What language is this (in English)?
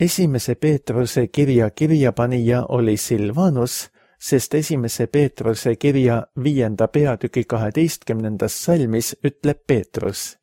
Estonian